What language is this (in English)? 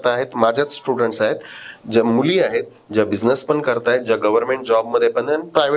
Marathi